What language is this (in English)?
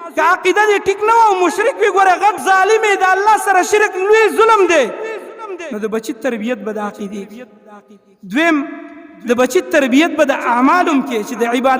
Pashto